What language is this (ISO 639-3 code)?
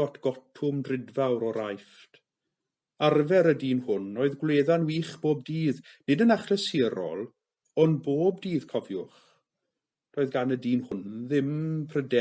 cym